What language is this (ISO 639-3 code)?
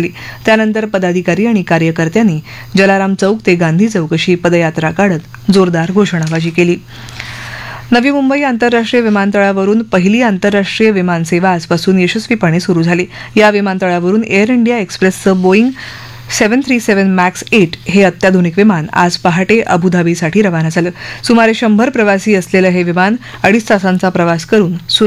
mar